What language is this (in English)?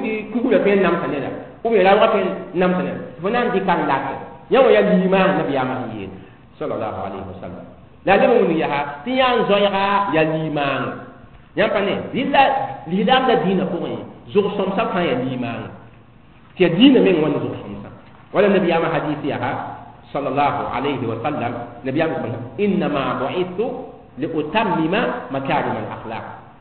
Mossi